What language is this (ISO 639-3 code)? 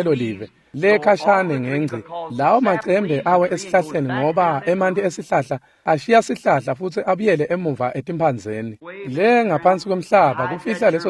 ssw